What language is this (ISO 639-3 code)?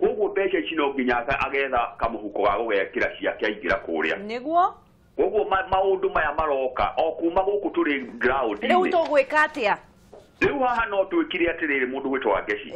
kik